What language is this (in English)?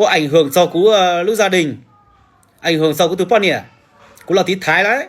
Hmong